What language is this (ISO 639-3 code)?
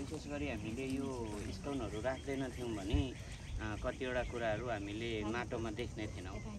nep